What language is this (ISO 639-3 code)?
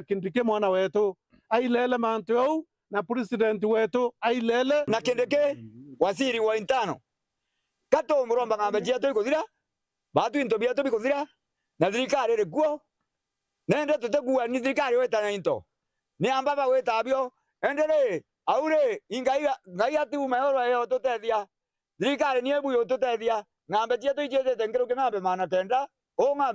mer